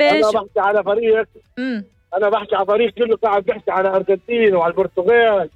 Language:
North Levantine Arabic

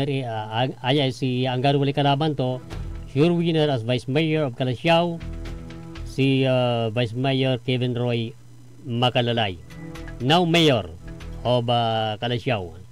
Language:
Pangasinan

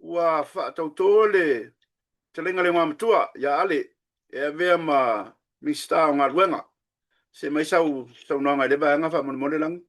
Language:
Samoan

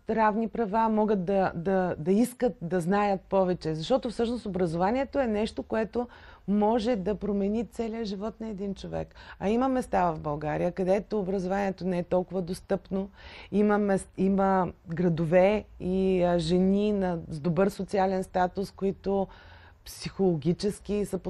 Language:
Bulgarian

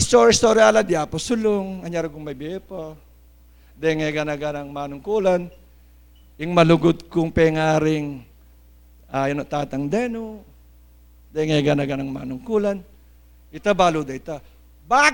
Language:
Pampanga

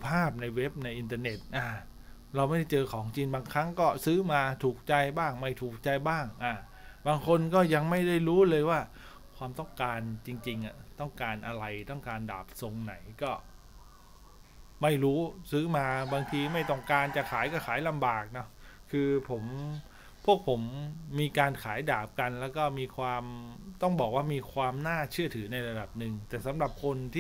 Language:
Thai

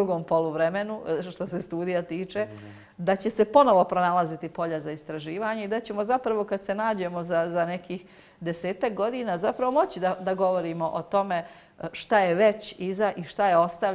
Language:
Bosnian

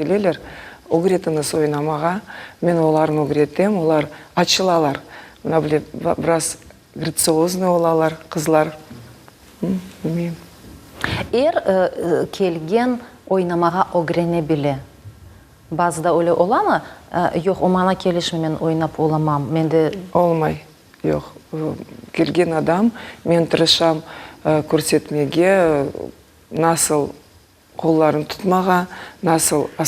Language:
Crimean Tatar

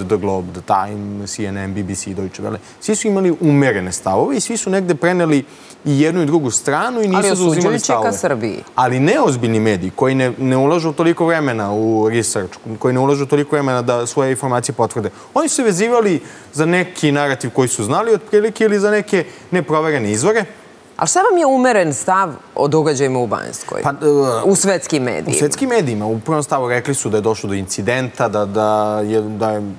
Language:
Serbian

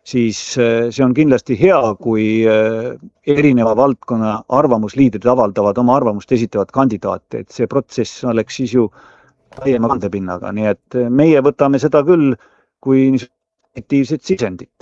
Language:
Estonian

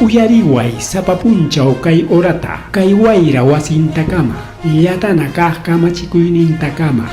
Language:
Ayacucho Quechua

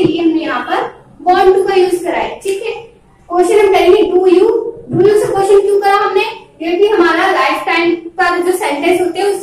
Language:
Hindi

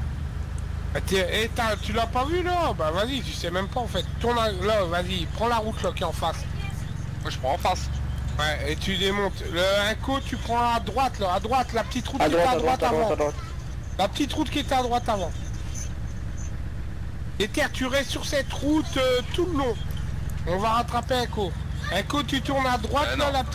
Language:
French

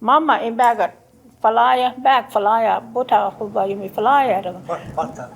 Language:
Choctaw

